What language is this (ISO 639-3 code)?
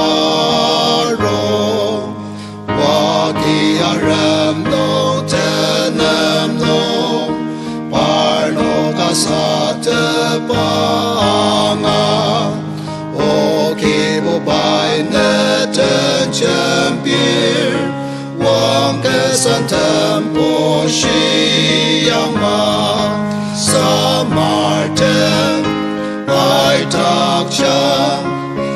njo